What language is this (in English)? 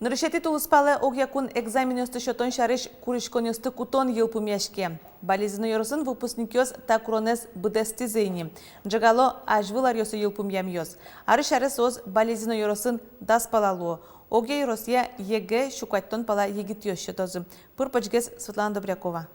Udmurt